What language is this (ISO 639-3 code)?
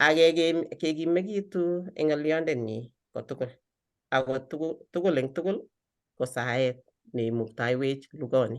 kln